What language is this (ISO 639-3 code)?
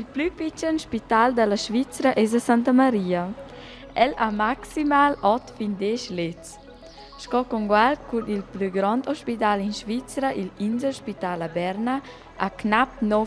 roh